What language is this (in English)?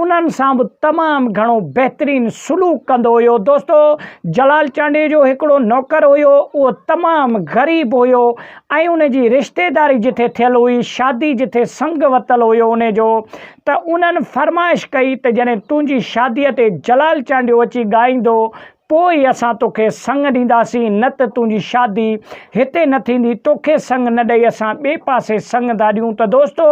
Sindhi